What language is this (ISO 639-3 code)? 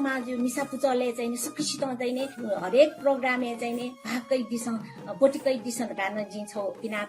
new